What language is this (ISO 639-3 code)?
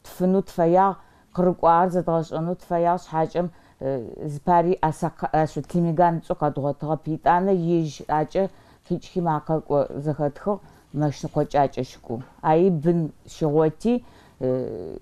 ady